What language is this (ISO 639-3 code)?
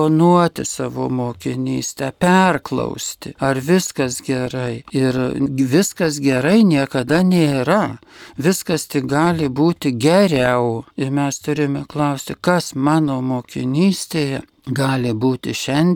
lit